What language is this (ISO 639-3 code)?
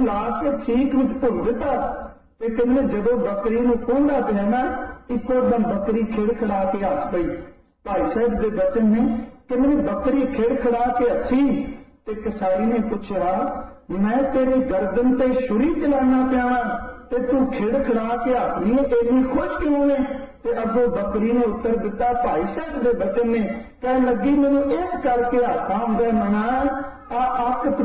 pan